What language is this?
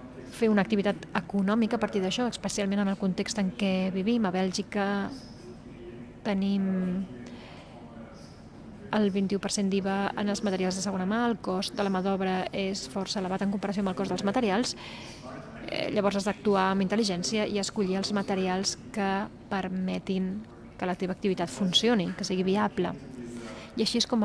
Catalan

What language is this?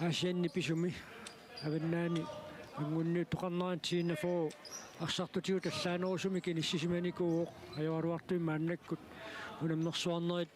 Kalaallisut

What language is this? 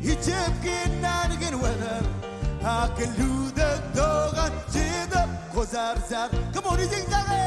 Marshallese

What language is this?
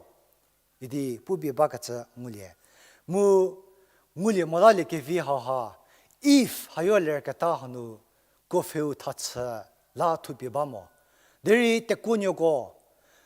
Angami Naga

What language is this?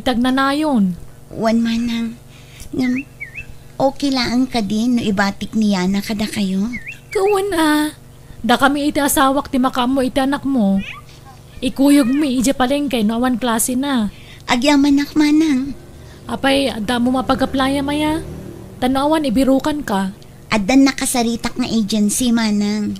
Iloko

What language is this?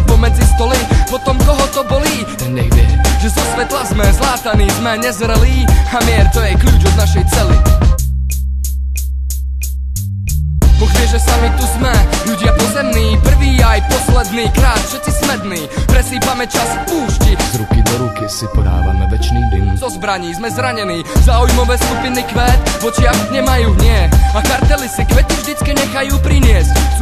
Slovak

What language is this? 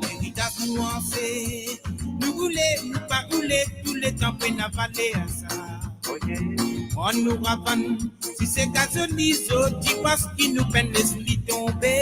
Morisyen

